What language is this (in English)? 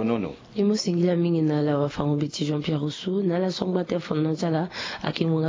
Sango